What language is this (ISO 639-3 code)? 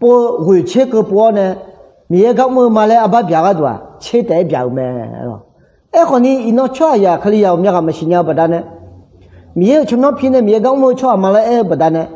ahk